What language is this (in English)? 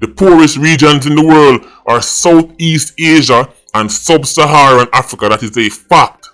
Jamaican Creole English